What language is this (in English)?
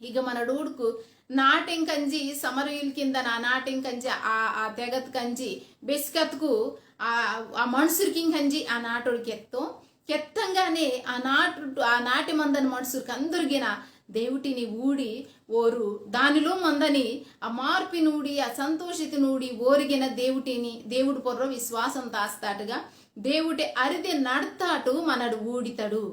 Koya